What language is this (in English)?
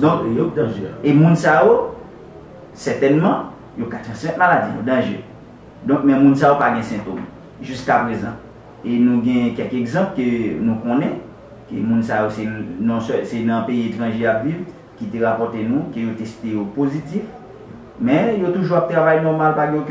Haitian Creole